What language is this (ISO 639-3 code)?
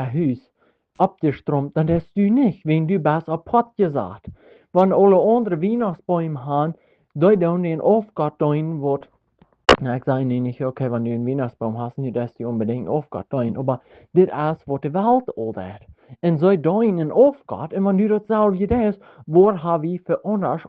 pdt